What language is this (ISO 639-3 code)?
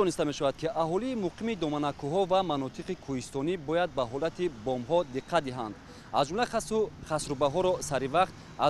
tgk